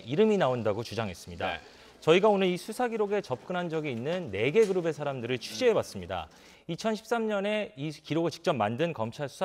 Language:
Korean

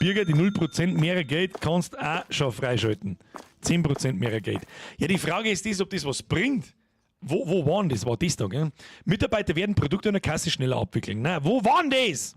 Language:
Bavarian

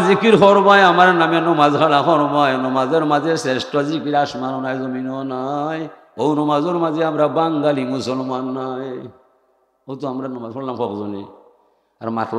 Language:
Sylheti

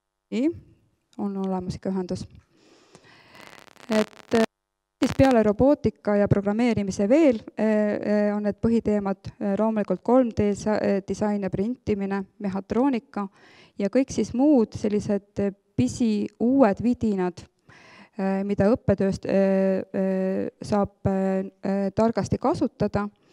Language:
Estonian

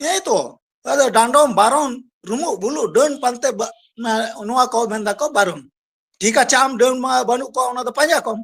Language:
Santali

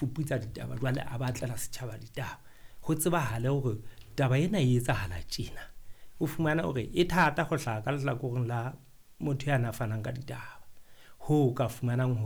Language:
Southern Sotho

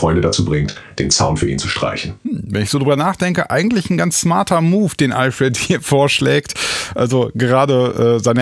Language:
German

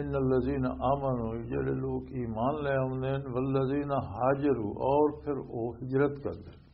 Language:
Western Panjabi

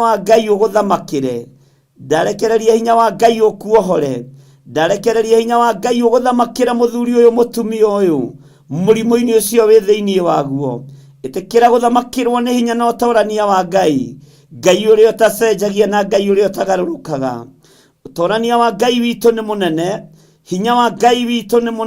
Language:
Kikuyu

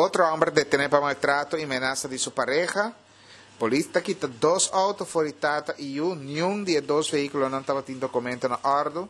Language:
Papiamento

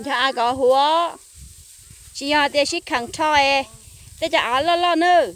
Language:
Hmong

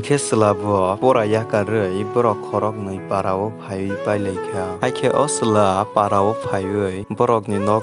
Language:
Kok Borok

